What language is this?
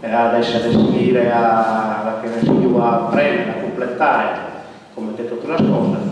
Sardinian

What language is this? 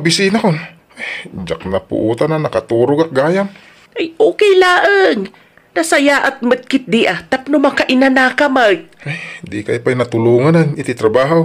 Iloko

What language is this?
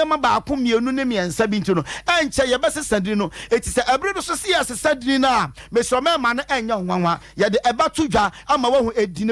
Akan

